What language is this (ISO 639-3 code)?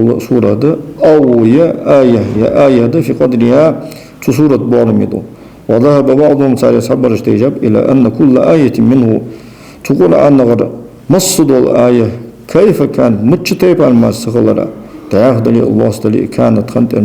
inh